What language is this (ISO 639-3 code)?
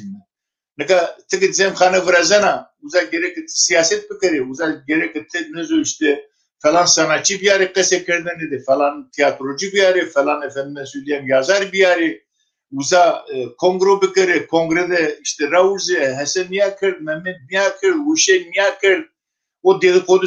zza